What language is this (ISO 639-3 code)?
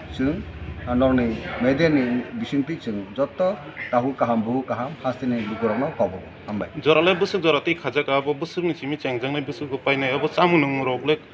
trp